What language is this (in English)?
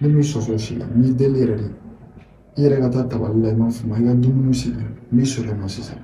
Bambara